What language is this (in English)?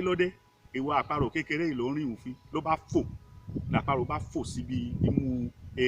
Yoruba